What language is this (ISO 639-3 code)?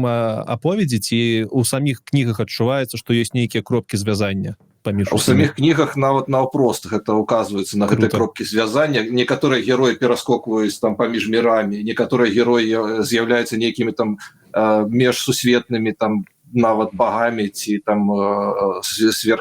bel